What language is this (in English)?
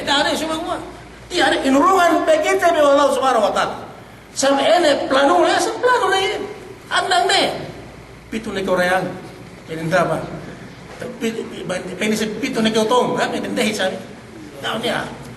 Yakan